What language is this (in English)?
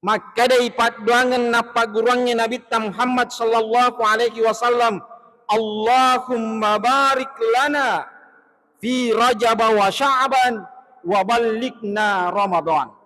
Buginese